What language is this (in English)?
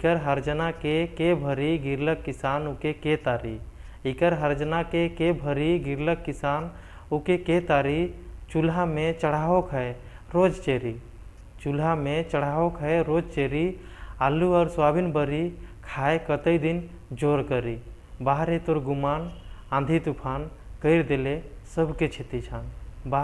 Sadri